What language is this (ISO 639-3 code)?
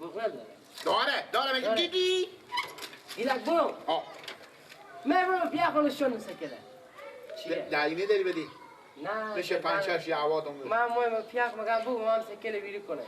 fas